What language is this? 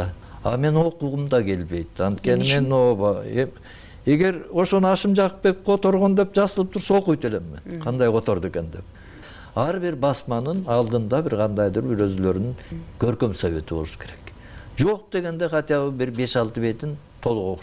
Kyrgyz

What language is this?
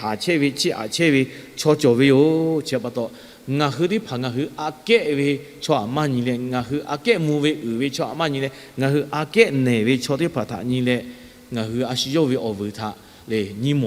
Lahu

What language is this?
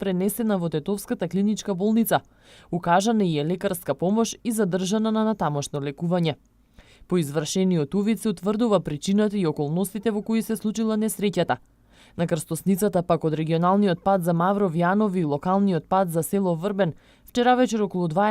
Macedonian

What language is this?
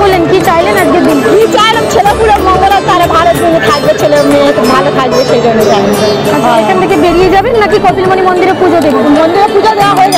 Bangla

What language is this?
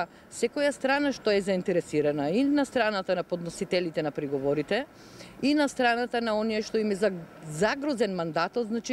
Macedonian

